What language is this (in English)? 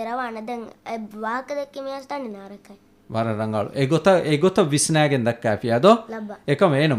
Divehi